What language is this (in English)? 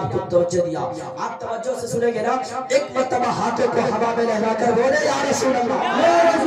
Urdu